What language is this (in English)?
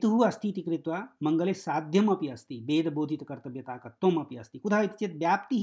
Sanskrit